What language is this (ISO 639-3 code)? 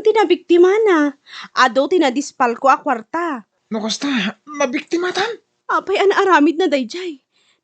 ilo